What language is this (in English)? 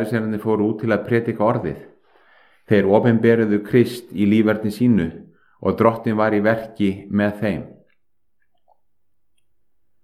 Icelandic